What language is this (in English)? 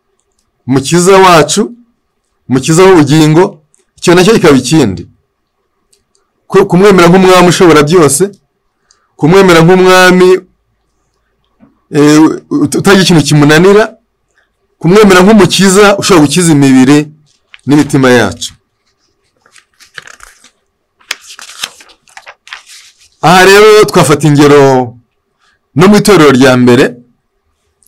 Kinyarwanda